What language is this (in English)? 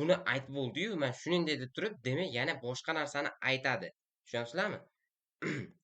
Uzbek